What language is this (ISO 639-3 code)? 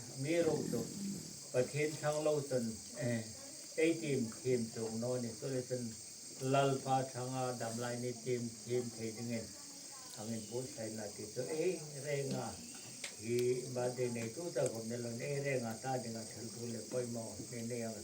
hmr